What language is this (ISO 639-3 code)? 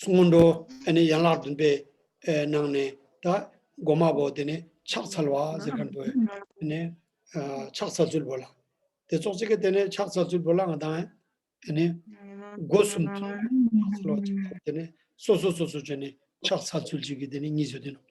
bod